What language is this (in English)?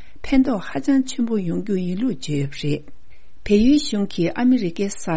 Tibetan